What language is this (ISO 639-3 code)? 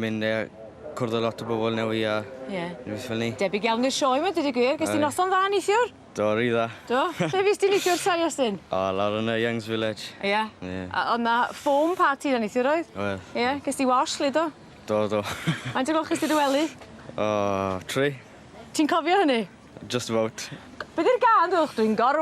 cym